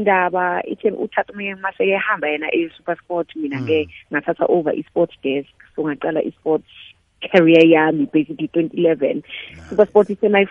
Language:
South Ndebele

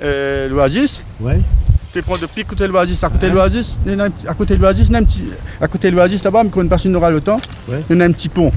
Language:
Réunion Creole French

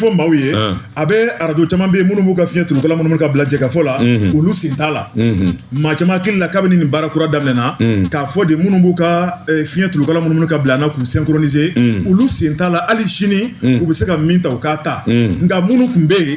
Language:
Bambara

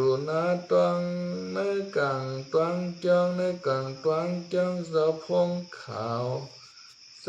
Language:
Shan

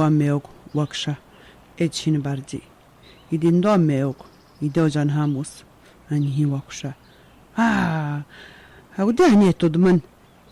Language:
Atikamekw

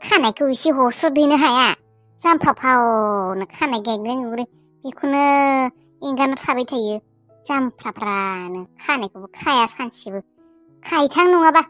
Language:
Bodo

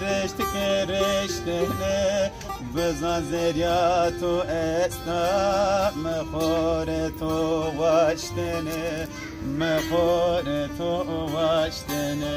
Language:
Zaza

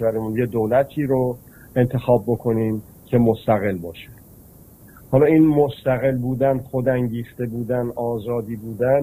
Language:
Persian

